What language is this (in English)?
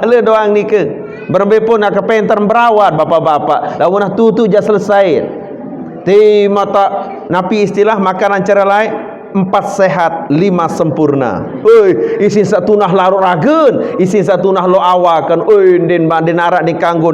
Sasak